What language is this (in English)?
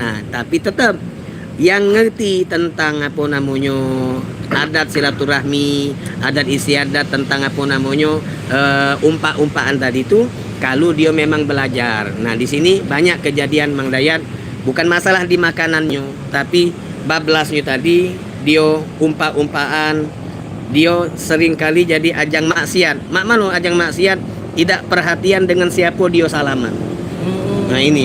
Musi